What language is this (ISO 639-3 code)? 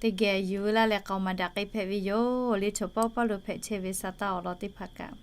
lhu